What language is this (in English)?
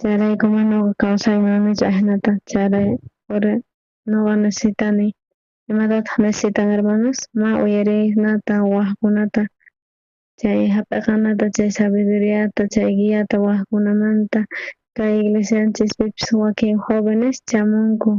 South Bolivian Quechua